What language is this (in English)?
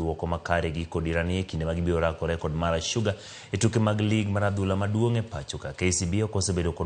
Luo (Kenya and Tanzania)